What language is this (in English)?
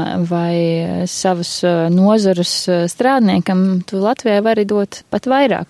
Latvian